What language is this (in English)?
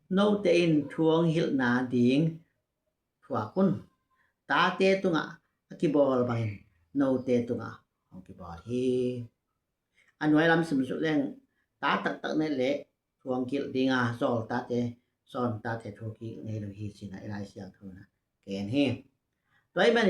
Tedim Chin